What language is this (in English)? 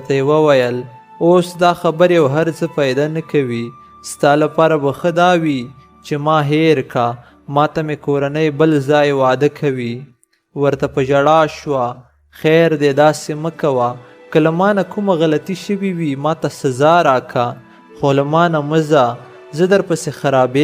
Pashto